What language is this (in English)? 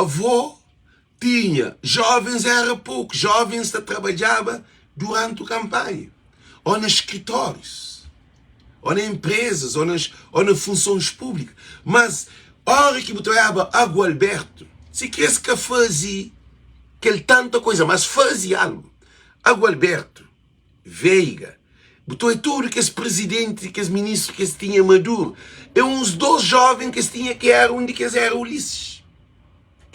Kabuverdianu